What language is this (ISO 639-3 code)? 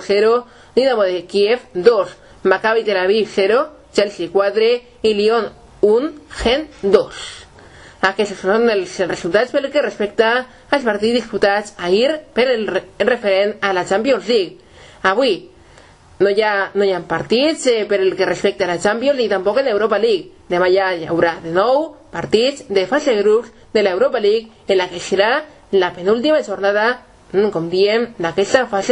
cat